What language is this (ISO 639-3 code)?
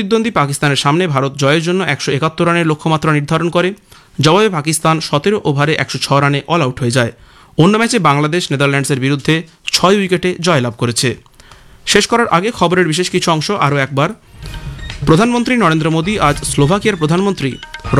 ben